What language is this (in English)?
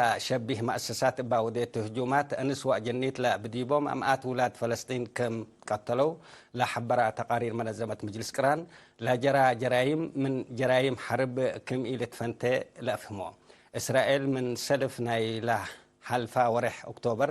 Tigre